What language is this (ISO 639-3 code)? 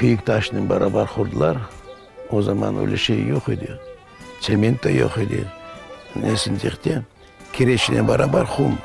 crh